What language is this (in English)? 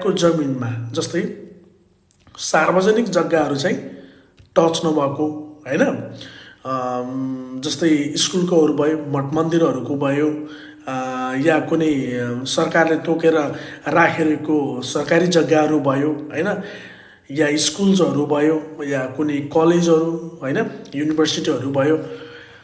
Nepali